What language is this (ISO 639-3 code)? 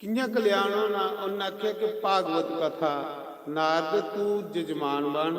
doi